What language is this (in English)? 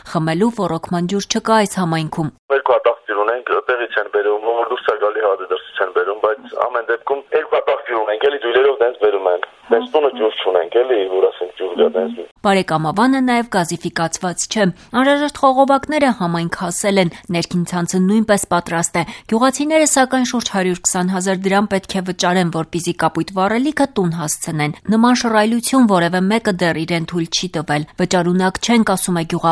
Armenian